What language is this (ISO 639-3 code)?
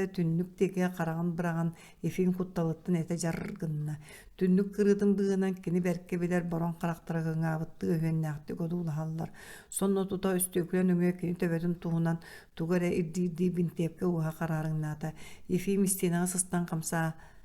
sah